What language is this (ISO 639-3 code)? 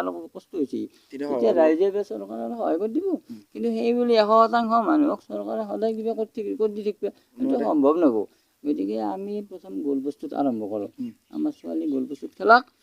asm